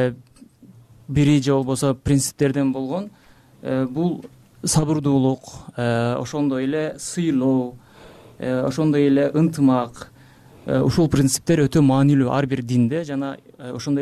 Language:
Kyrgyz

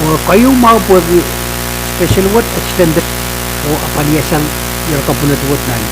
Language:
Pohnpeian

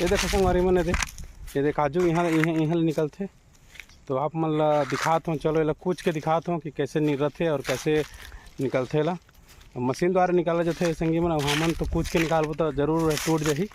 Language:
Chhattisgarhi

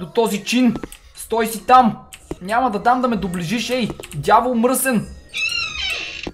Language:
Bulgarian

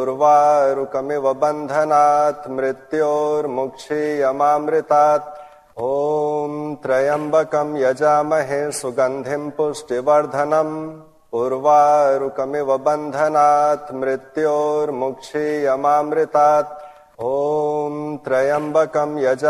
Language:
Sanskrit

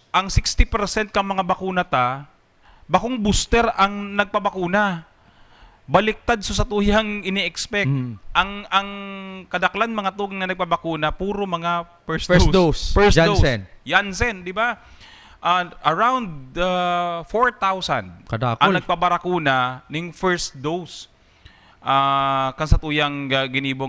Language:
Bikol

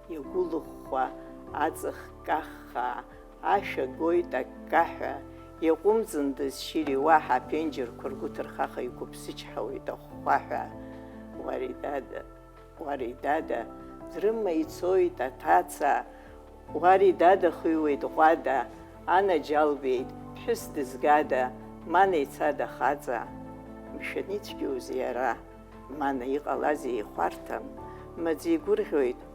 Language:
Abkhazian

